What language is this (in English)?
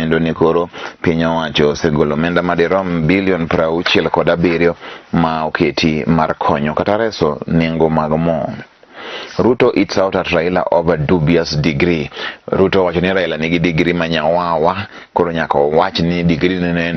Luo (Kenya and Tanzania)